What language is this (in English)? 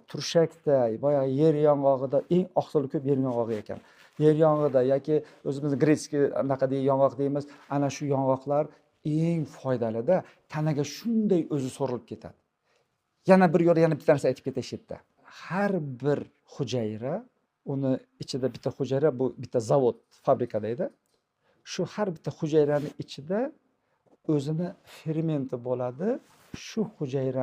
Uzbek